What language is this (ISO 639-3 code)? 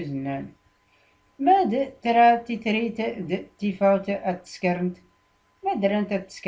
shi